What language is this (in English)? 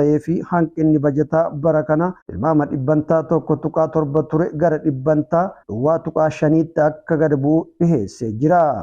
Oromo